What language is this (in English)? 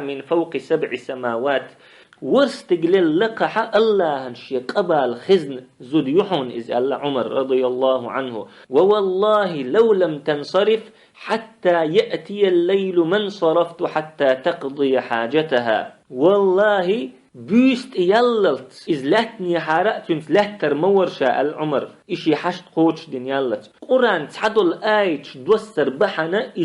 Chechen